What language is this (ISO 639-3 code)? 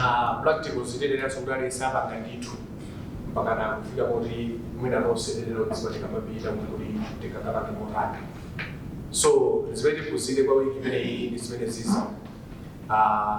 nya